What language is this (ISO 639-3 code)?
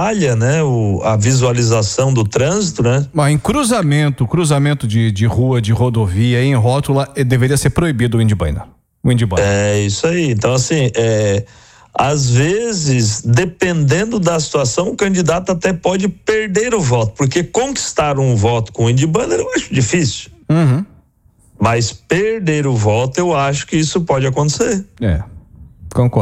por